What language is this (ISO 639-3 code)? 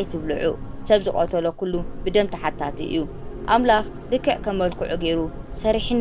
tir